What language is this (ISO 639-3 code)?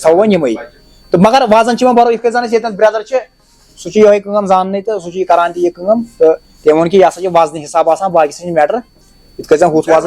kas